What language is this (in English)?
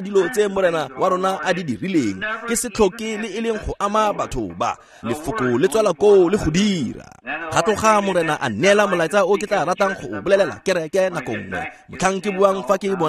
Tswana